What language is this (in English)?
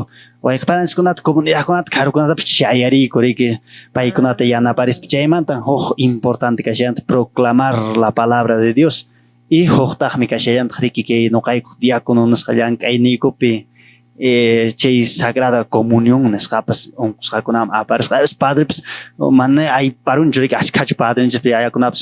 Quechua